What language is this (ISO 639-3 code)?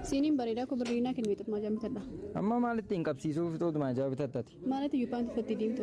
orm